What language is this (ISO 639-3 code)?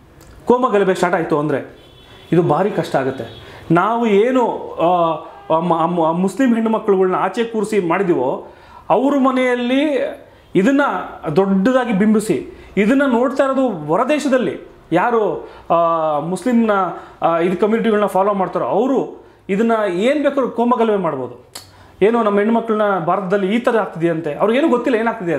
kan